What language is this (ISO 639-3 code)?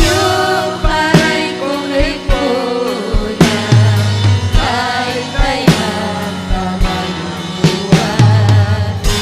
quy